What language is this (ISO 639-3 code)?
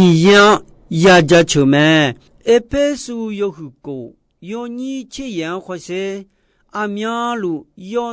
ahk